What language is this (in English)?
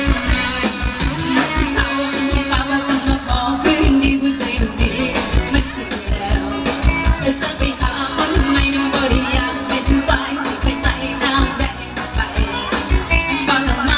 Thai